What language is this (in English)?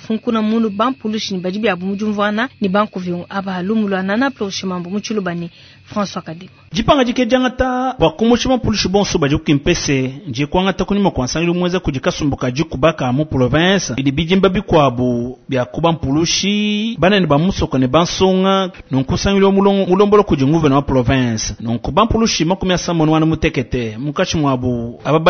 Luba-Lulua